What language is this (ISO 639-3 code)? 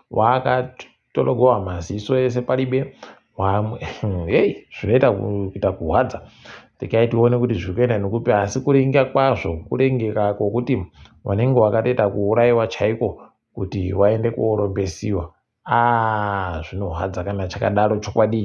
ndc